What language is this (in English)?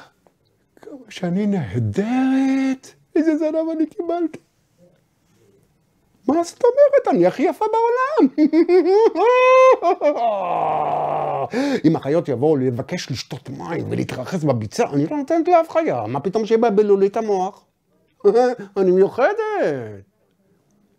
Hebrew